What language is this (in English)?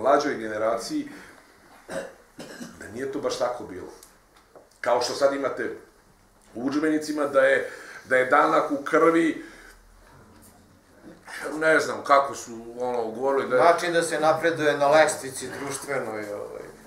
Serbian